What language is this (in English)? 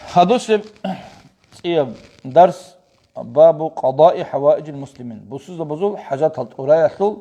Avaric